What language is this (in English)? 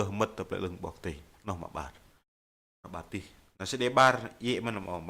Bahnar